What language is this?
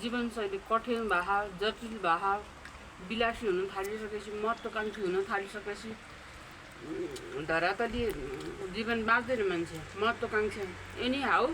Nepali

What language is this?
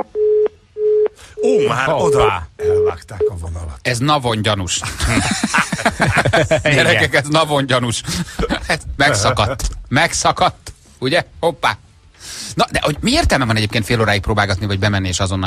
Hungarian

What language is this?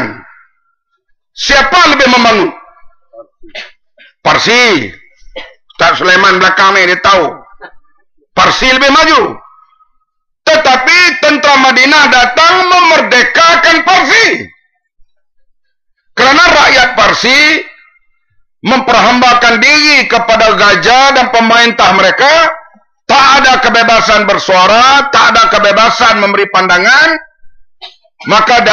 Malay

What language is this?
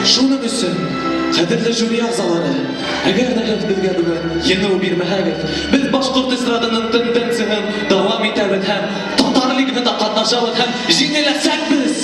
Bashkir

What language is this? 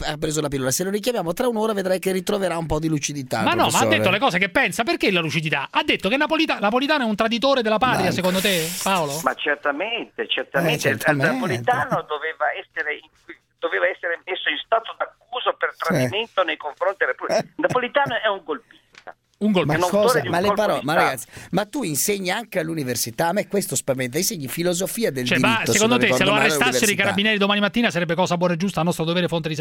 Italian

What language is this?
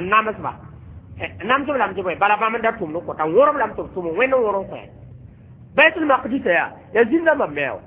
Mossi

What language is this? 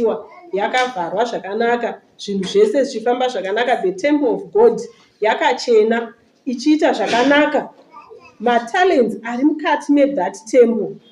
Shona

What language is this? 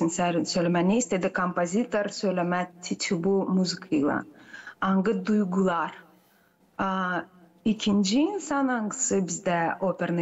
Gagauz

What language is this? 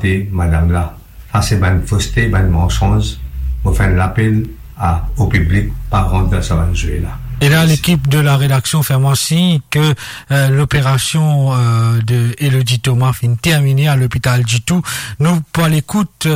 Morisyen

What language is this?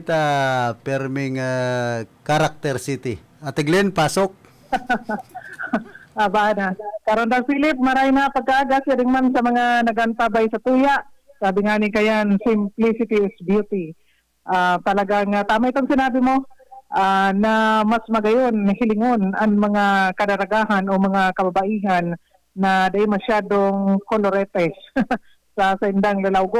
Bikol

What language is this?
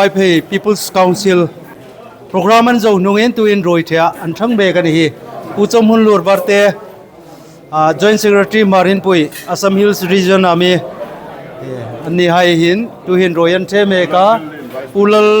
Hmar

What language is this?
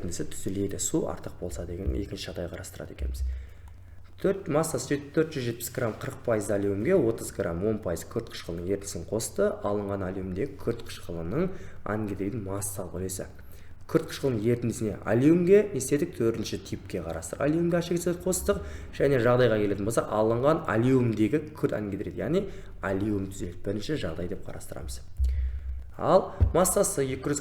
Kazakh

